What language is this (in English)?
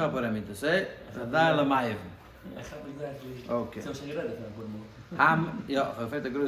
Yiddish